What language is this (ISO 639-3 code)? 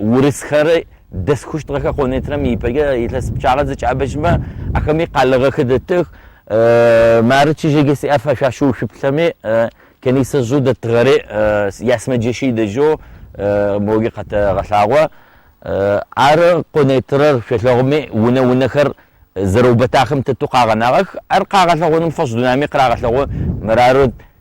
ady